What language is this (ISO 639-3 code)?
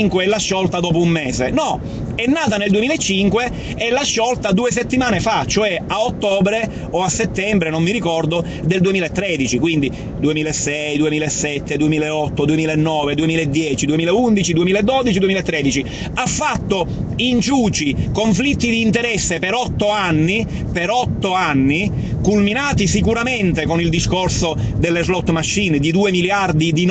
ita